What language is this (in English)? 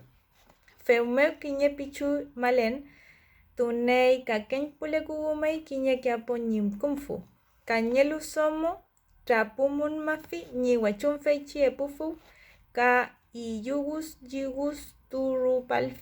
Mapuche